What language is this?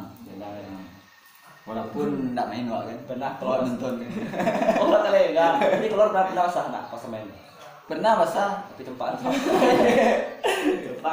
Minangkabau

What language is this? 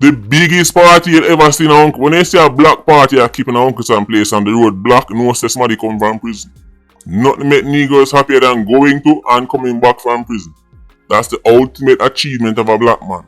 Jamaican Creole English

